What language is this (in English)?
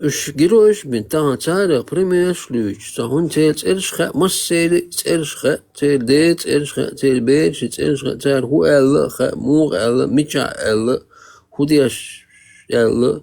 Chechen